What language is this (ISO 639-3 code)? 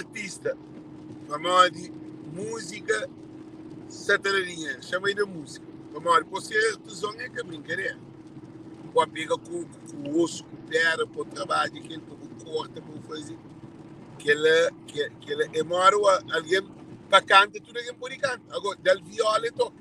kea